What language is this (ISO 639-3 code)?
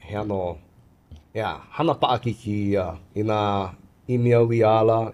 haw